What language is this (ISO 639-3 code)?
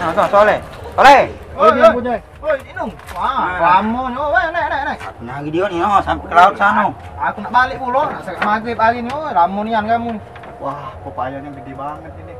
mui